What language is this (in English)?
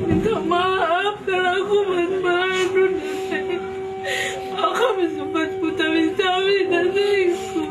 Batak Karo